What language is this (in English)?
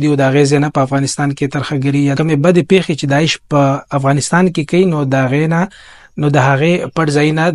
Pashto